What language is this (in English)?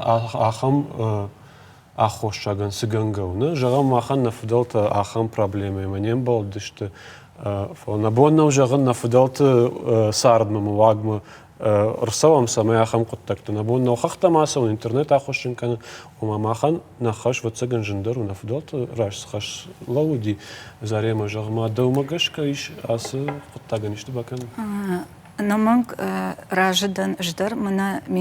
Ossetic